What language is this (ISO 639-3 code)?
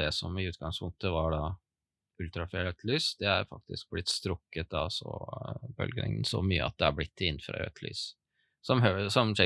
nor